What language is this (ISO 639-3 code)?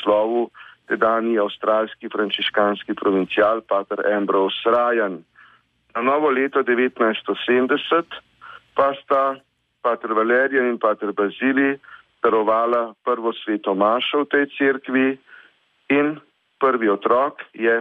slv